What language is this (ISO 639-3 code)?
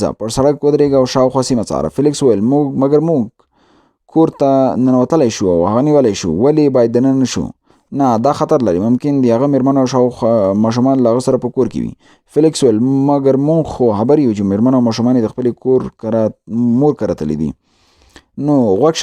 pus